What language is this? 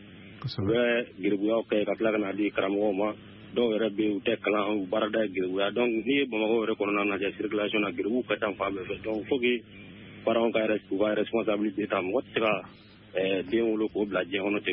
Bambara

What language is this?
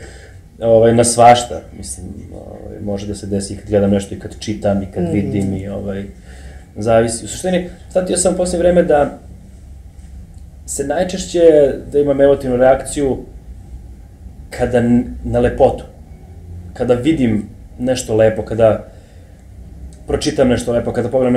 Serbian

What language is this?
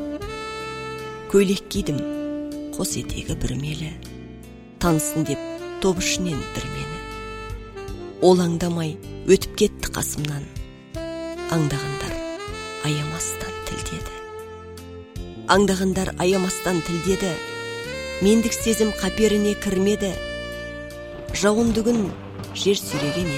Kazakh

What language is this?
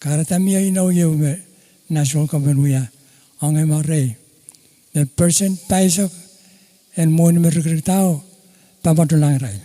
Pohnpeian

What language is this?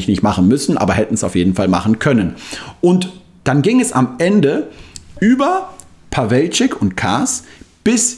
German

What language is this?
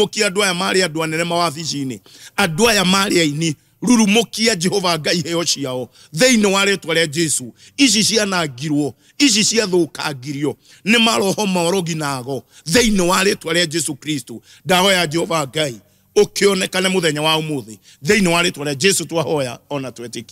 Kikuyu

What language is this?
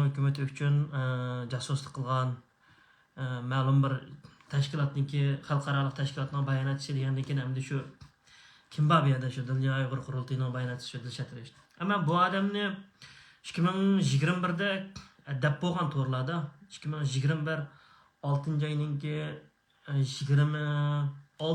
Uyghur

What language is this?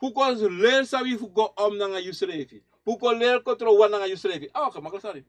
Sranan Tongo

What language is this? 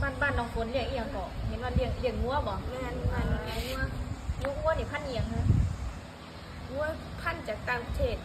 Northeastern Thai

